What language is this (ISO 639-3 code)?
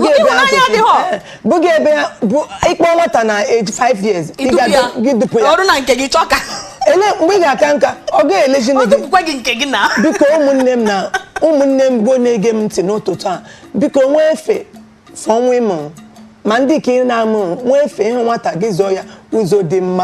ibo